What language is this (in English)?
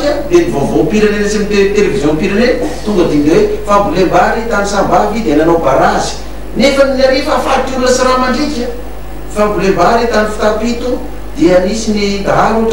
Malagasy